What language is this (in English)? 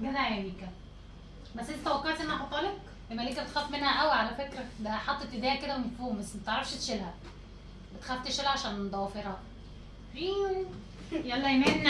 Egyptian Arabic